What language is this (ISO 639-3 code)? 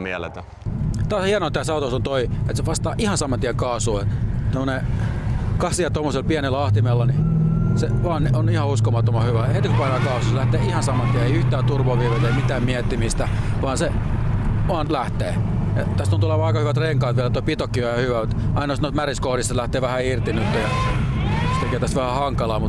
fin